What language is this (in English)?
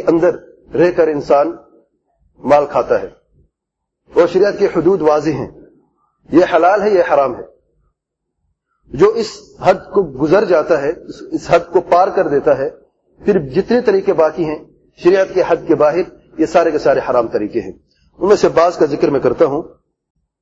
Urdu